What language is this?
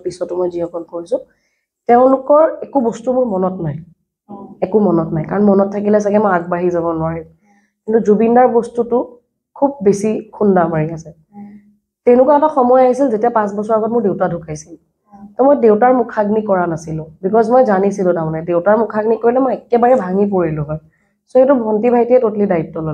Assamese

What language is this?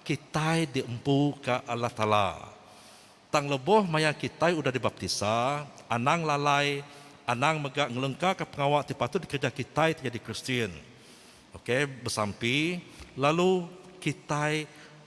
Iban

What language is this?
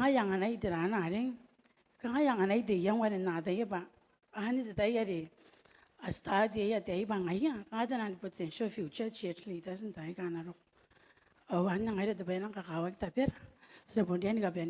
Gilbertese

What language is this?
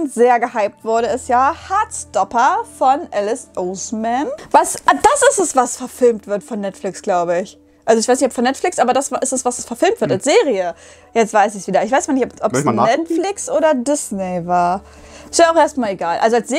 German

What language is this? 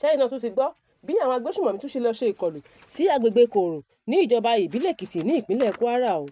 Yoruba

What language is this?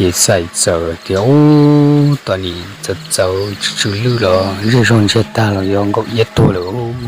Hmong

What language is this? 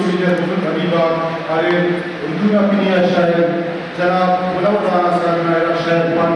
Brahui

